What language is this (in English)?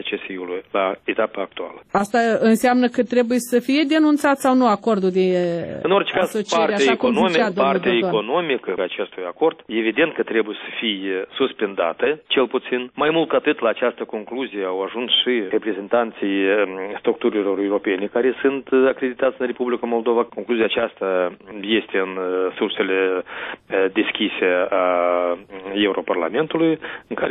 Romanian